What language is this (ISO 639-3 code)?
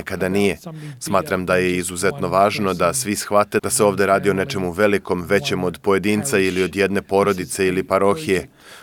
hrv